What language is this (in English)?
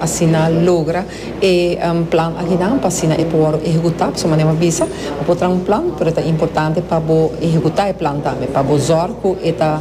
Papiamento